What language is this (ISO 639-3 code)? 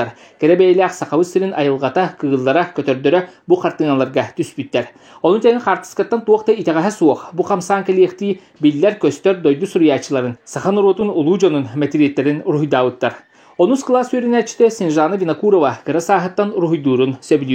sah